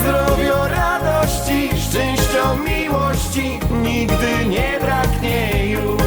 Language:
Silesian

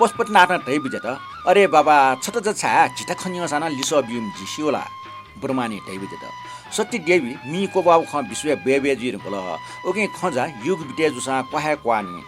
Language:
Newari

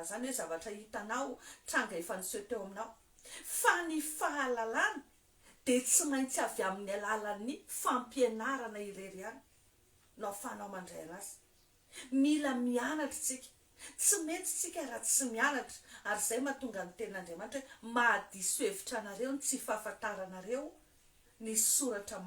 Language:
Malagasy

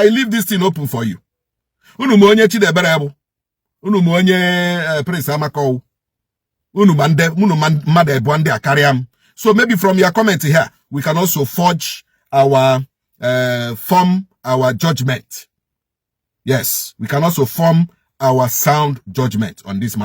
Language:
Igbo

